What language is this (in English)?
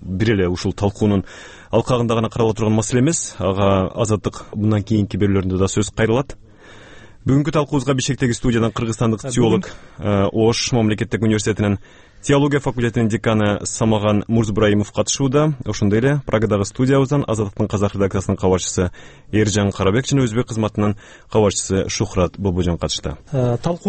Kyrgyz